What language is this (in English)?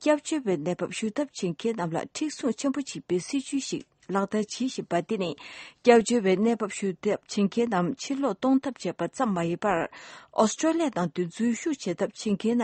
Tibetan